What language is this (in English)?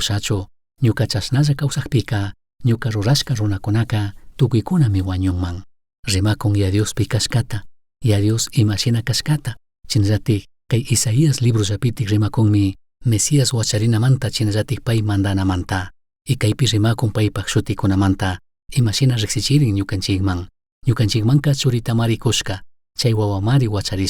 Chimborazo Highland Quichua